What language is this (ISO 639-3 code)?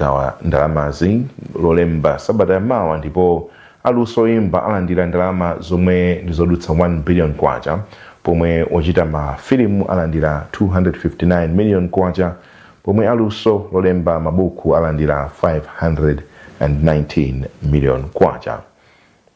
nya